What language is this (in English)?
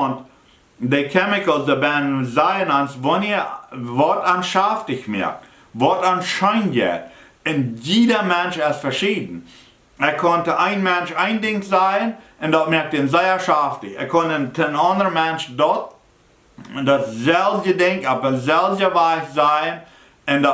Plautdietsch